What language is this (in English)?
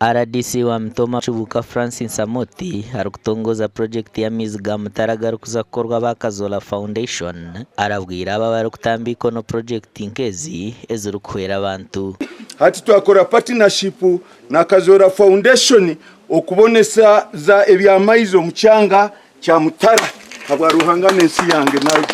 Nyankole